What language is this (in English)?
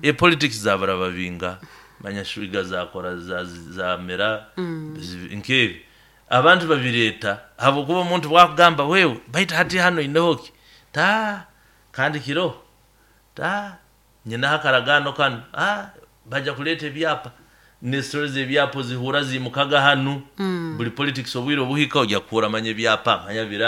Nyoro